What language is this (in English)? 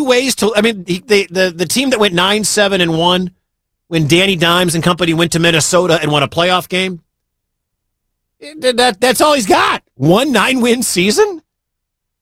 English